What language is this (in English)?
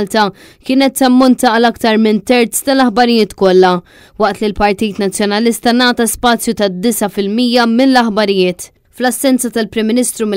Maltese